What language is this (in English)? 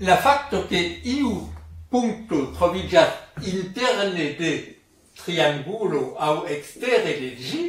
Esperanto